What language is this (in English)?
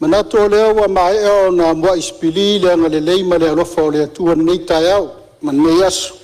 Samoan